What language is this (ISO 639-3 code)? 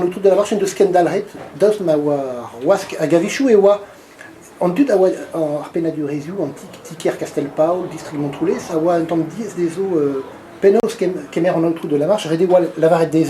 bre